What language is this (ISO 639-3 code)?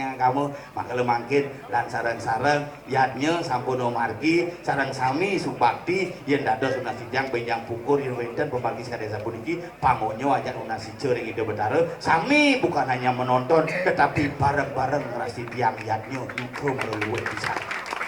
ban